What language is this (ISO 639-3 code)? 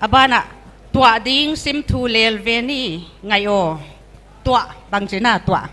pck